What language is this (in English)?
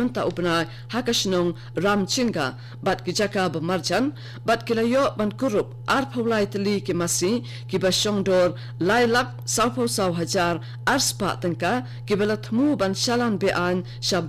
Khasi